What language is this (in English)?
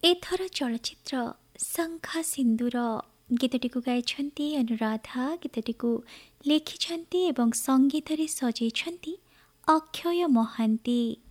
Odia